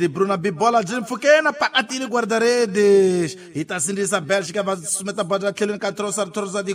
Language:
Tsonga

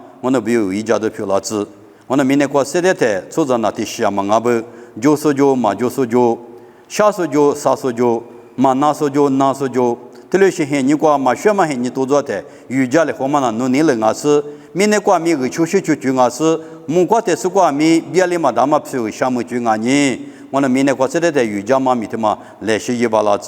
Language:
Lisu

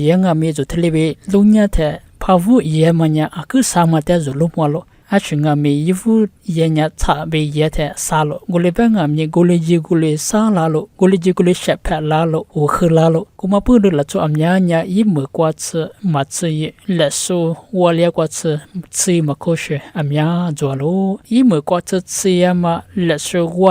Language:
Lisu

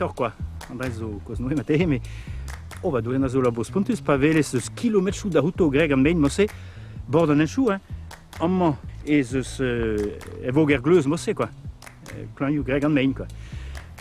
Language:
Breton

